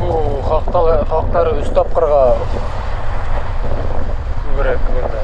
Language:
Bashkir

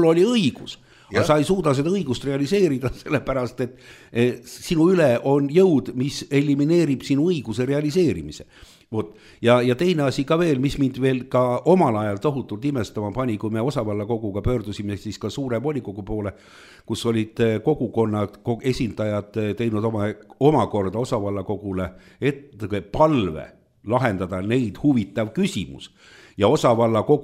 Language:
Estonian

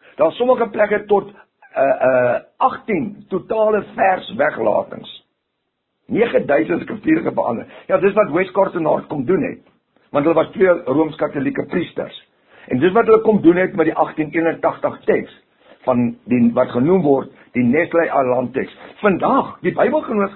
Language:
Afrikaans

